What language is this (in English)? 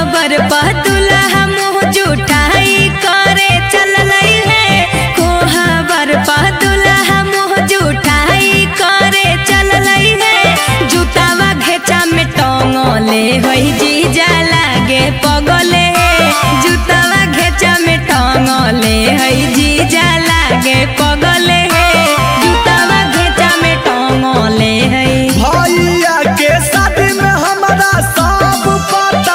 Magahi